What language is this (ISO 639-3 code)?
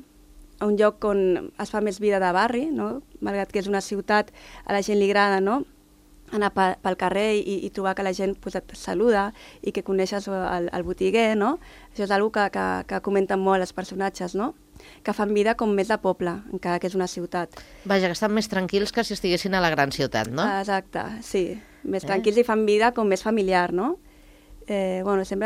cat